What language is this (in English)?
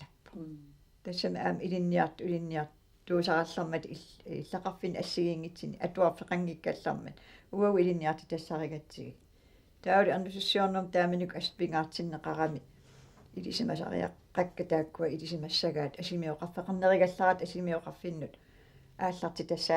Kalaallisut